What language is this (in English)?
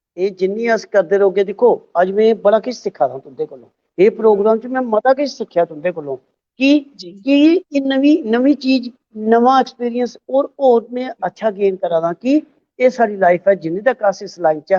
Dogri